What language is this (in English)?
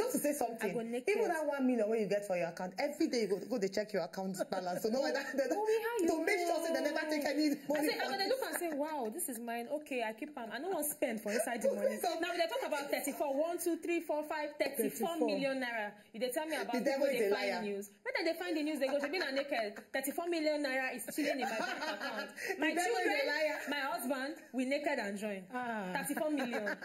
Nigerian Pidgin